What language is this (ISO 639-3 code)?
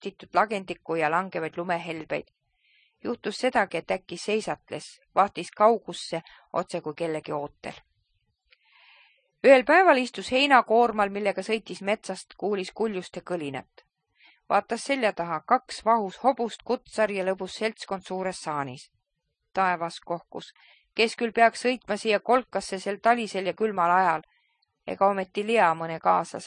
est